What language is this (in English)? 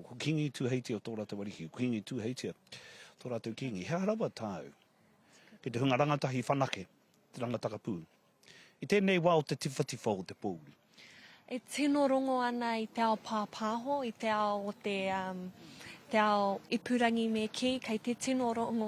Māori